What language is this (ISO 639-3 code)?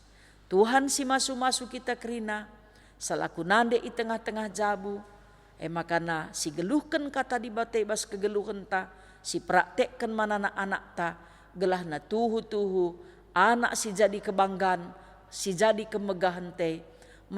btx